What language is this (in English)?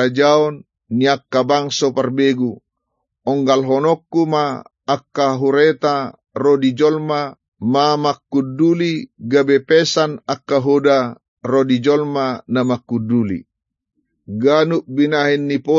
Batak Toba